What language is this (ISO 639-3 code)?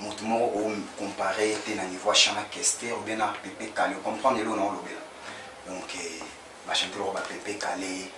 lin